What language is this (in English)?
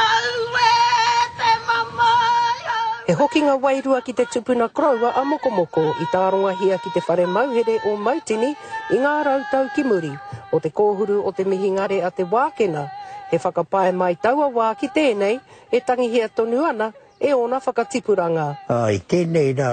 Māori